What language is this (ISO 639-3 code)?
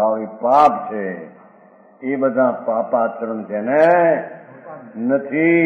guj